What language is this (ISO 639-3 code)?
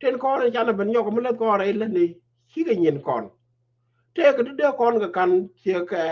nus